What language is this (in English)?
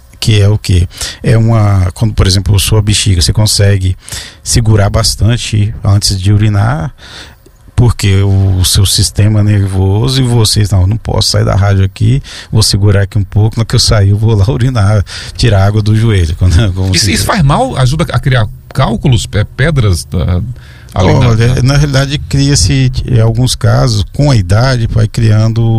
Portuguese